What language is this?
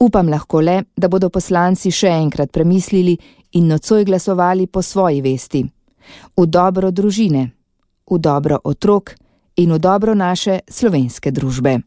Slovenian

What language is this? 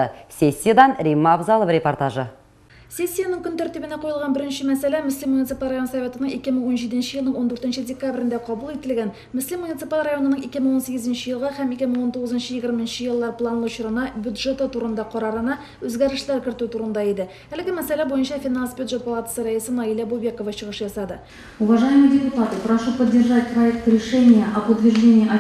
Tatar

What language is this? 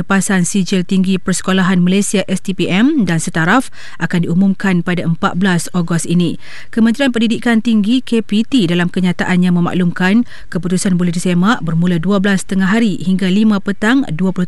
Malay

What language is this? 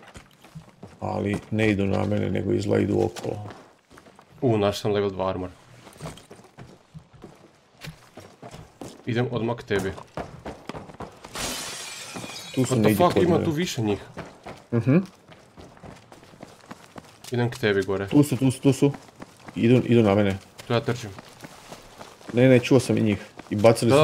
Croatian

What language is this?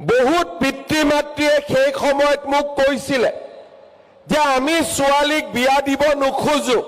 Assamese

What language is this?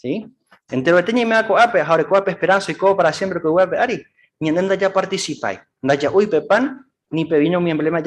Guarani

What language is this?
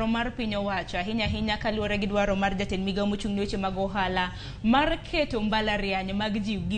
Luo (Kenya and Tanzania)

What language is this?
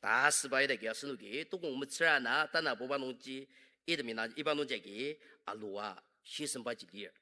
Ao Naga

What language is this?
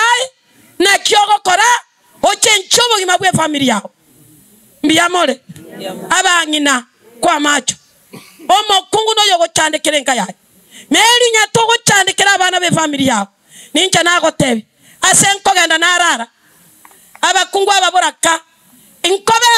Gusii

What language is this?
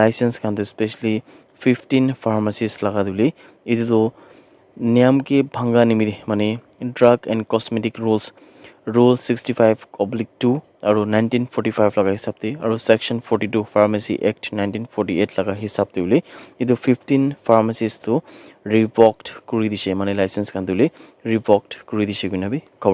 Naga Pidgin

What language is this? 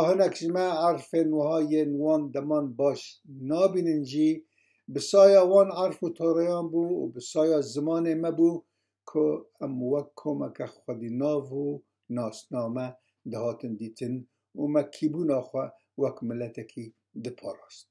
Kurdish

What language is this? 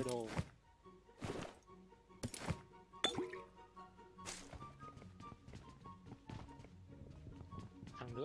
Vietnamese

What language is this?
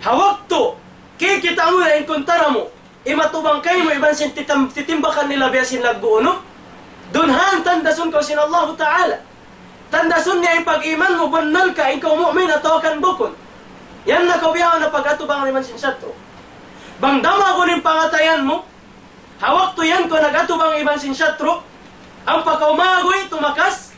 Tausug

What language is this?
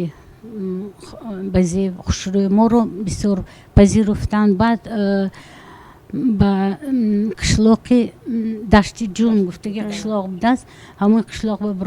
Tajik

